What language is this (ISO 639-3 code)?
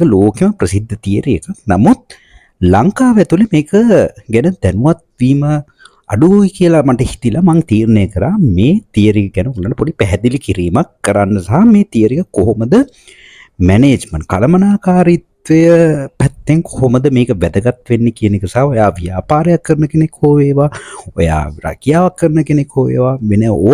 sin